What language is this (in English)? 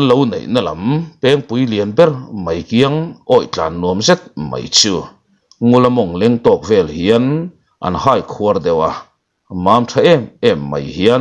Mizo